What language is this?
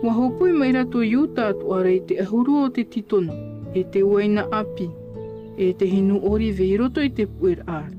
Tahitian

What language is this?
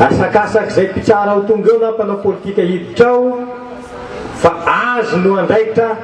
Malagasy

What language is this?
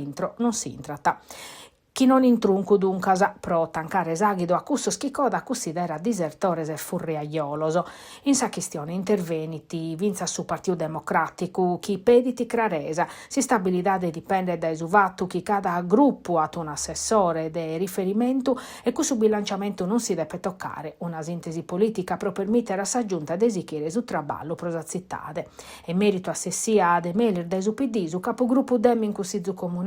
Sardinian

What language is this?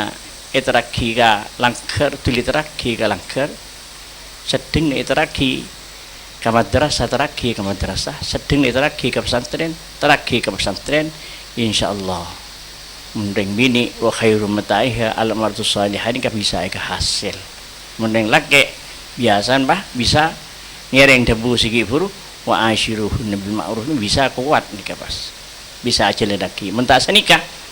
Madurese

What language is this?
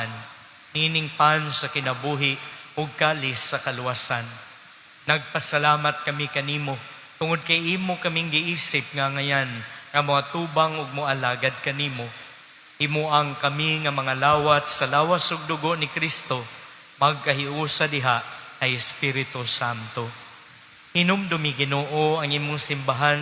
Cebuano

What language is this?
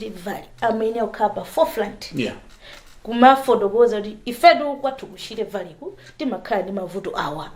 Nyanja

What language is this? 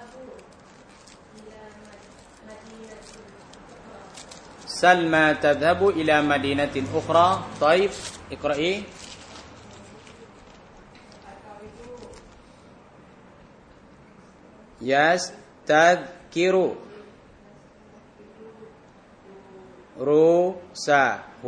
Thai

